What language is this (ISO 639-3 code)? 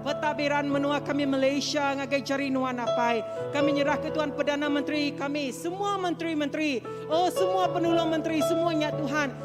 iba